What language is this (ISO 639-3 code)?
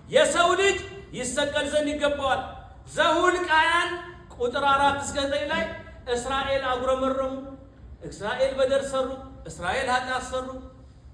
amh